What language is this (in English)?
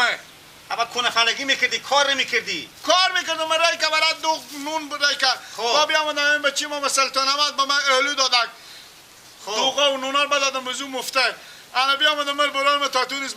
Persian